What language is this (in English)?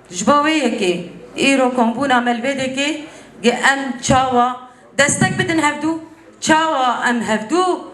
Kurdish